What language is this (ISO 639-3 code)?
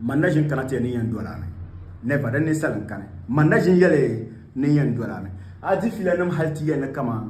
dag